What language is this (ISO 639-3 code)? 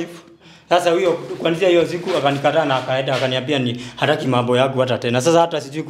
swa